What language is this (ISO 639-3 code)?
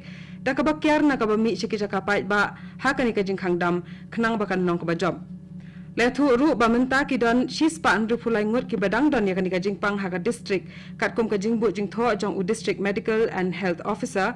kha